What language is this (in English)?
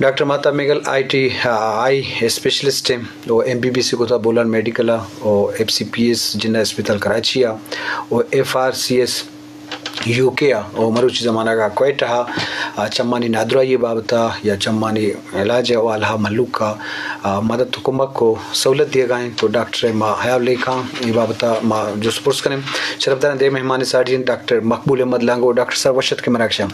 Eastern Balochi